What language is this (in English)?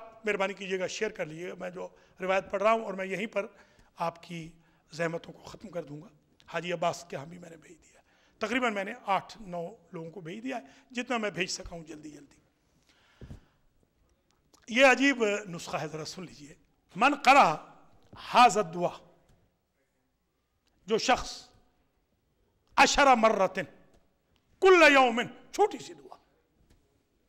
Urdu